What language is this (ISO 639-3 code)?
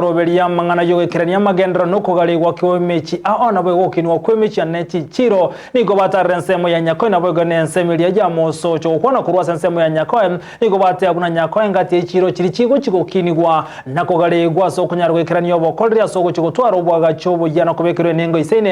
guz